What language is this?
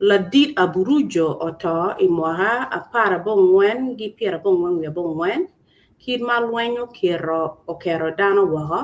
Acoli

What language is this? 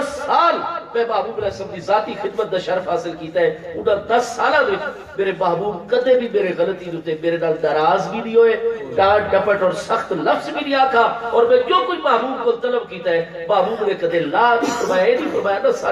Saraiki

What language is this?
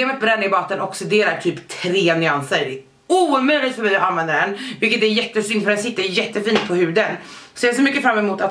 Swedish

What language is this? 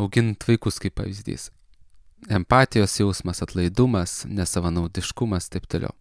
Lithuanian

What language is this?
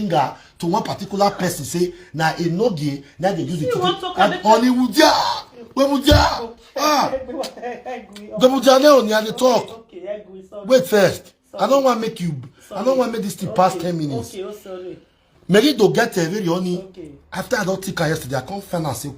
Nigerian Pidgin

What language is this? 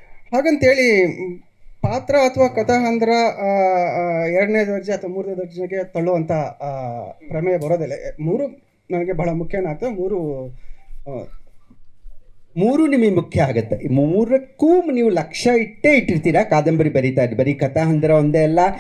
Kannada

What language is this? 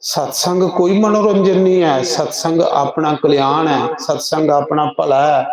Dogri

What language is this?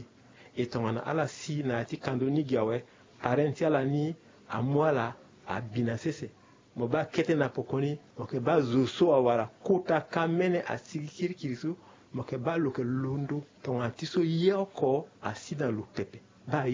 Sango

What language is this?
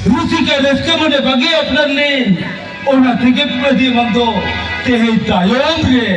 Santali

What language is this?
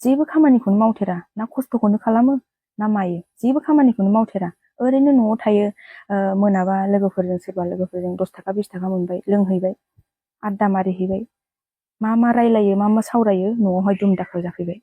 Bodo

